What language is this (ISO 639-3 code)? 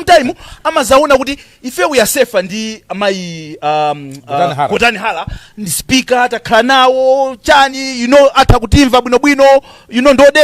nya